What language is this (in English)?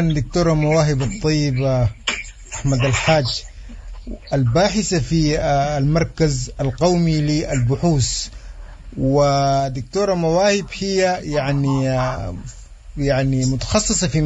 Sudanese Arabic